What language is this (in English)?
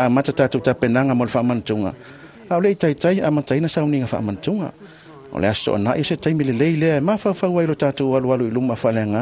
Samoan